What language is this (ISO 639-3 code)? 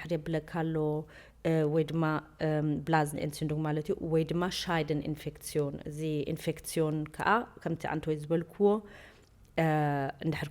tir